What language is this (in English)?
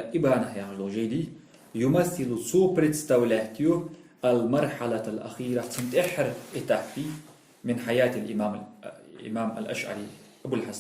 Ingush